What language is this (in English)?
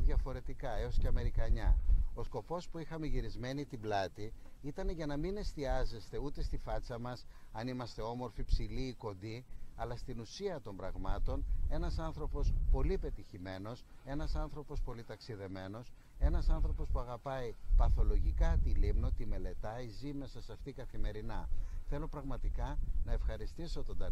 Greek